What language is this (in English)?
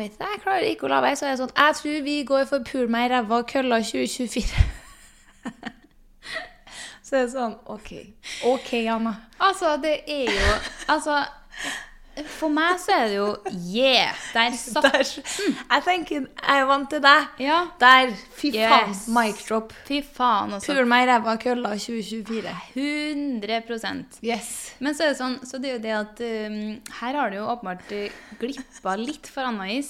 Norwegian